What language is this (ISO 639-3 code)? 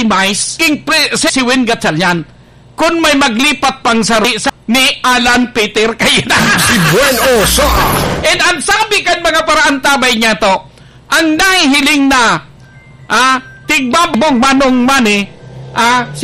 bik